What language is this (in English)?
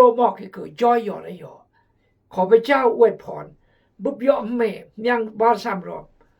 Khmu